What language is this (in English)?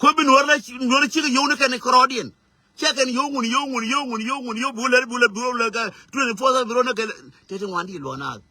Nuer